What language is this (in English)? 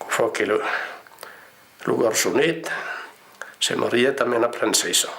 Occitan